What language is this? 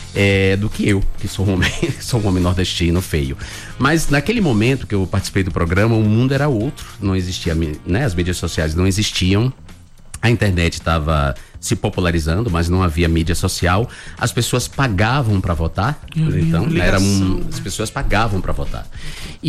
Portuguese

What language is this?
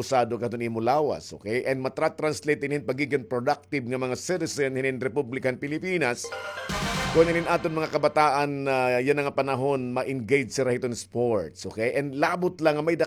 Waray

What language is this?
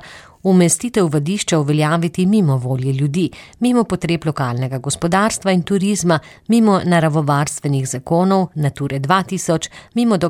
Slovenian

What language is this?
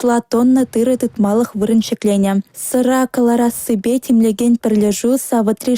Chuvash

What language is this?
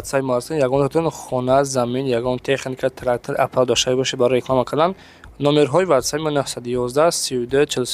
Tajik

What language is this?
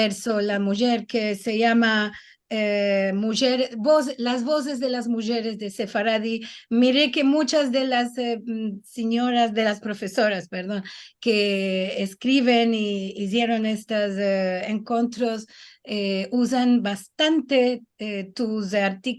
Ladino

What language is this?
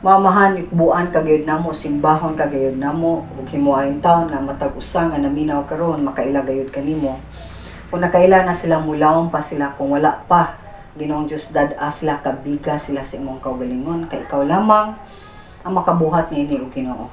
Cebuano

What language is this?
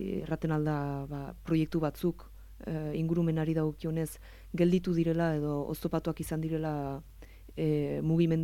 Basque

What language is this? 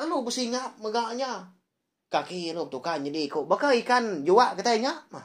Iban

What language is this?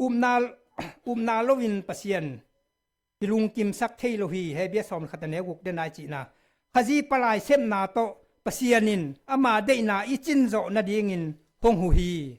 Tedim Chin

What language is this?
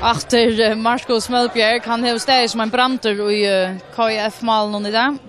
Faroese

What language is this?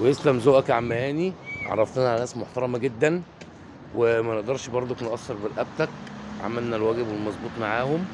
Egyptian Arabic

